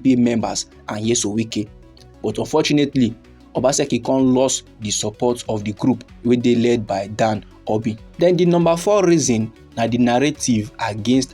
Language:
Nigerian Pidgin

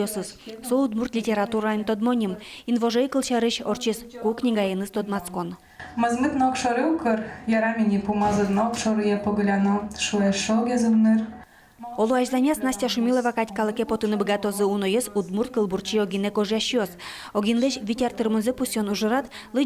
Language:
Udmurt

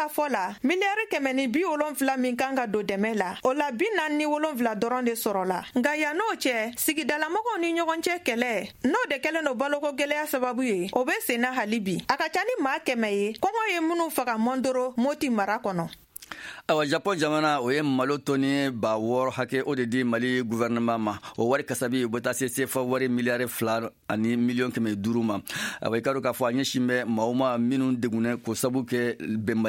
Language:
Bambara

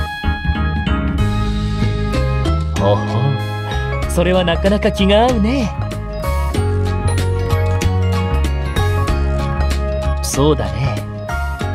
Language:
Japanese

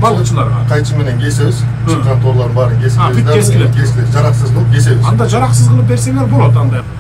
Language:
Kyrgyz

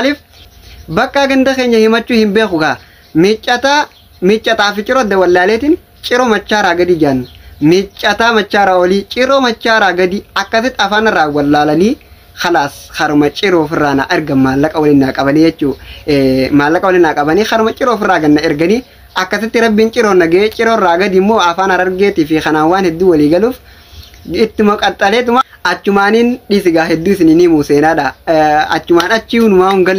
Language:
Oromo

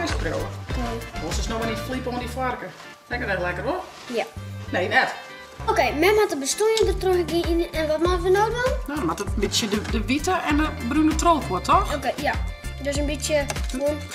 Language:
Western Frisian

